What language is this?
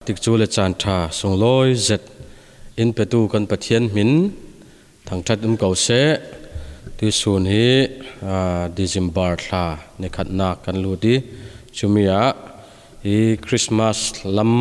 Falam Chin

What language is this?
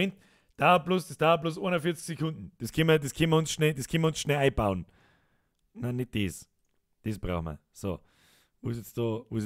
Bavarian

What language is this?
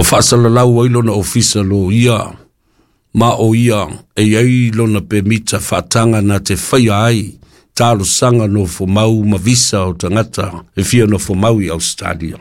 Samoan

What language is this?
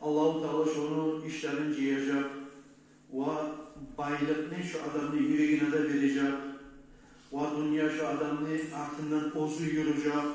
Kumyk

